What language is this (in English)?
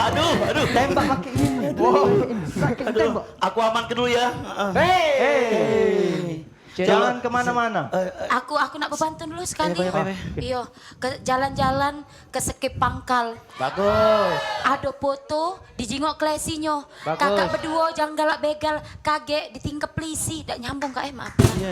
Musi